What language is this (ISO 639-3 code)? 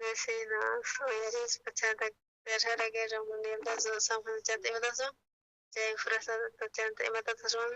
quh